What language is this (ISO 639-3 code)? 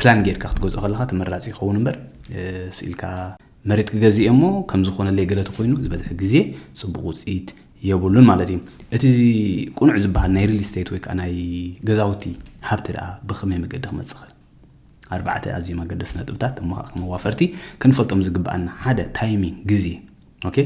tir